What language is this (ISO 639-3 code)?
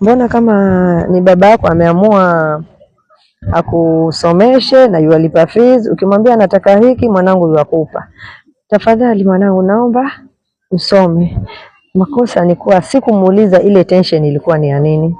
swa